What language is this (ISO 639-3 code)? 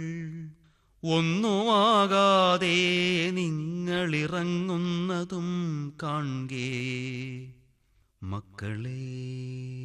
mal